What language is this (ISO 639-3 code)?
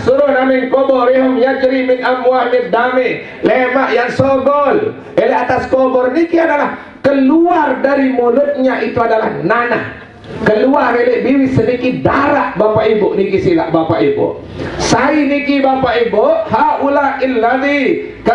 sas